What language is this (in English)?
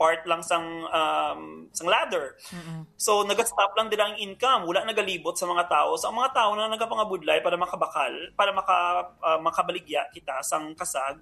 Hiligaynon